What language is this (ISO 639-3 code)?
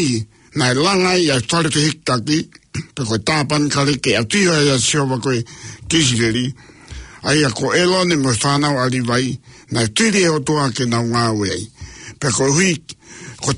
ton